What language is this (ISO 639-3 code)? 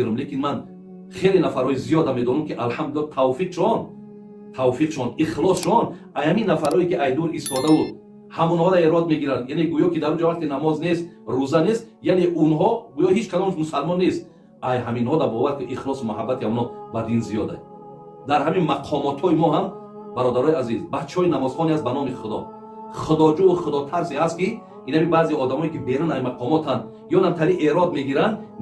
tgk